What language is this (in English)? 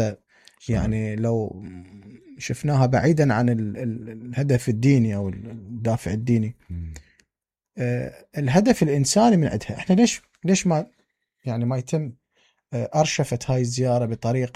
Mesopotamian Arabic